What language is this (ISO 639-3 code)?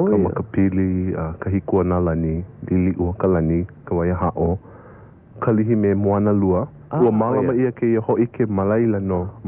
haw